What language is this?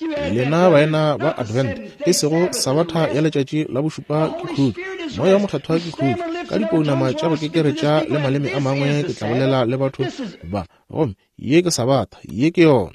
Northern Sotho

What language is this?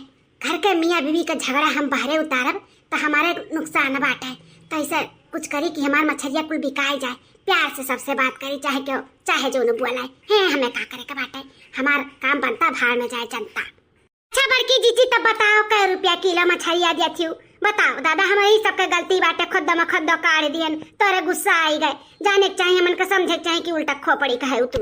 Awadhi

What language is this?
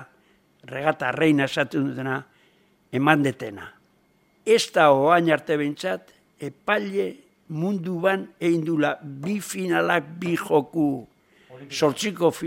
Basque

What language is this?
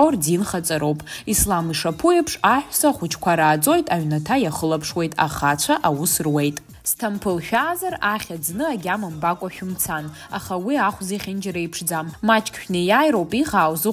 Abkhazian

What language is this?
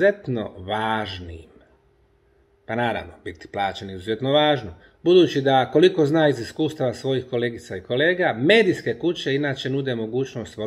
Bosnian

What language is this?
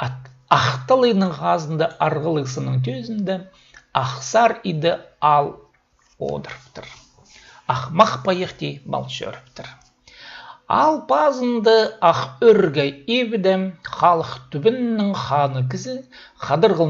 Khakas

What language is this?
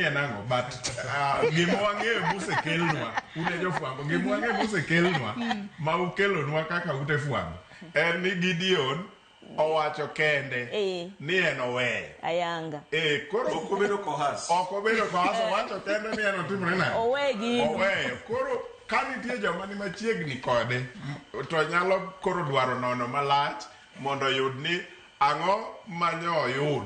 Luo (Kenya and Tanzania)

